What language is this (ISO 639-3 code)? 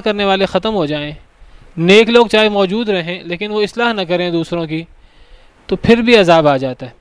urd